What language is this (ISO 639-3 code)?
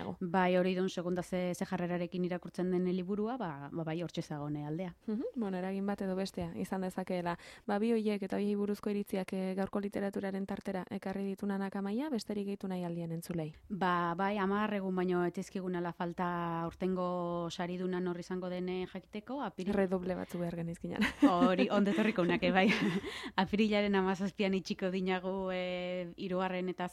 eus